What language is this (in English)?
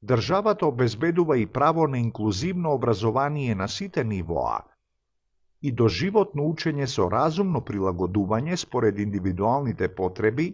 Macedonian